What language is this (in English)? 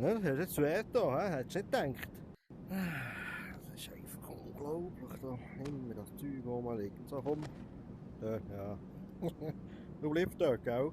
Swiss German